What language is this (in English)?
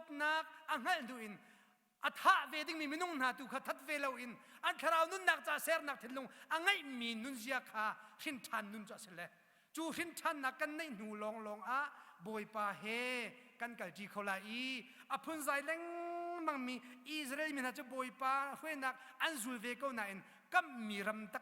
Hakha Chin